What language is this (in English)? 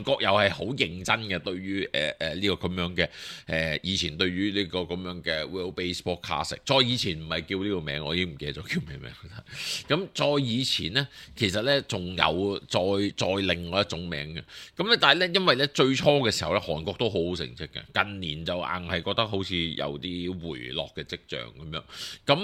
Cantonese